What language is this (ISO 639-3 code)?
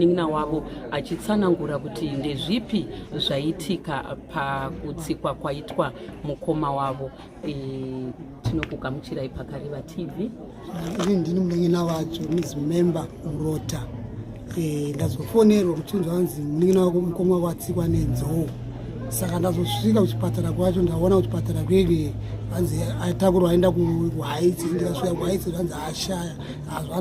sna